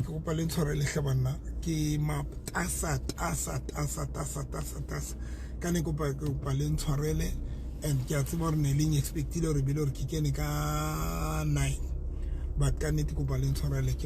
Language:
Southern Sotho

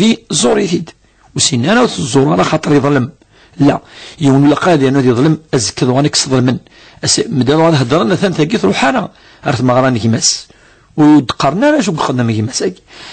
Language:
Kabyle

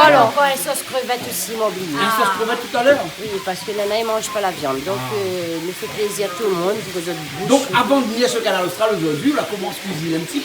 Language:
Réunion Creole French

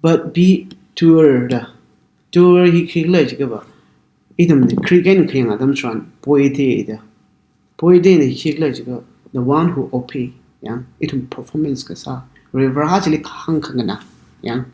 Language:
Tangkhul Naga (India)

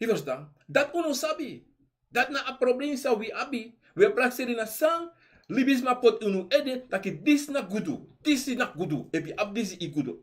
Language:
Sranan Tongo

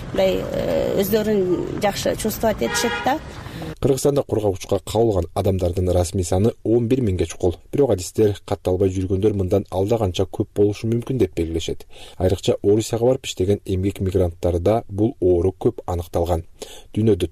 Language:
Kyrgyz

